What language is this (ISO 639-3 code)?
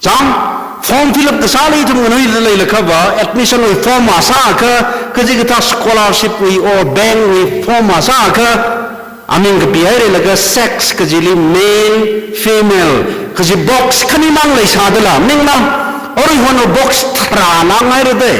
nmf